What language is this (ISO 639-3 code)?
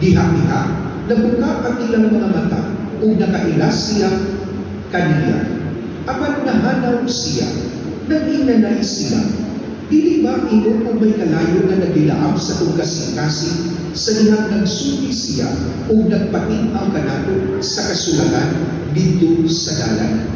ceb